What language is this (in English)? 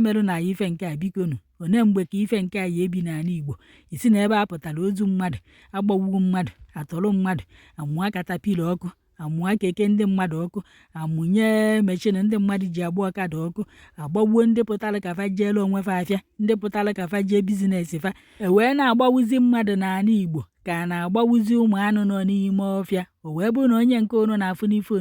Igbo